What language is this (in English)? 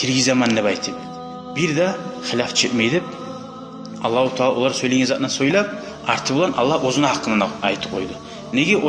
Kumyk